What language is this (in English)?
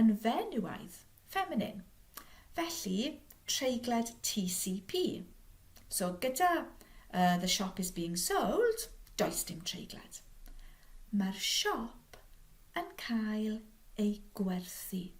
Welsh